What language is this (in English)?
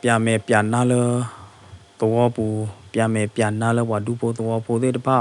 S'gaw Karen